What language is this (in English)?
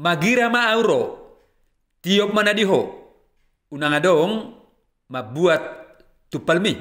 Batak Toba